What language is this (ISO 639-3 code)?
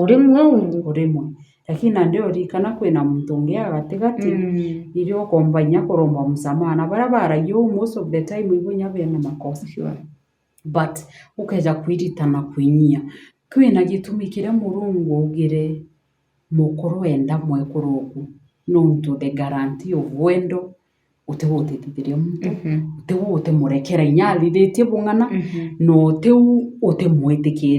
mer